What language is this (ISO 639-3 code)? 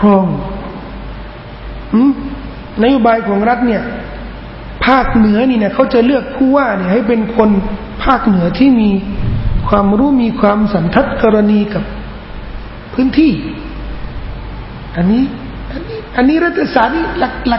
tha